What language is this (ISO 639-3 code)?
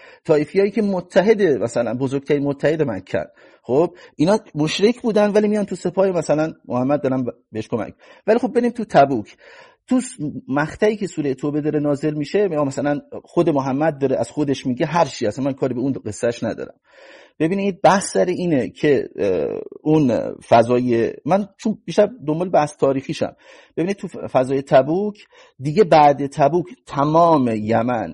fas